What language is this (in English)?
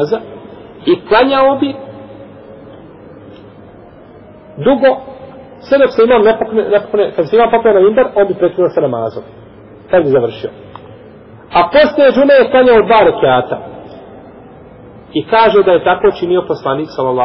Bosnian